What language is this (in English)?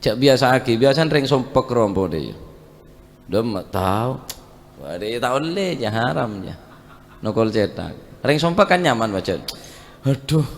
Madurese